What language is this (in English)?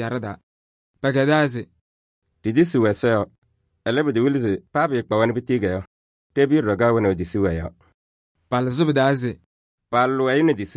Kabiyè